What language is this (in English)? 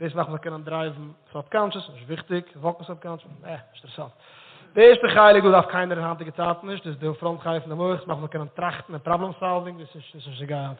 Yiddish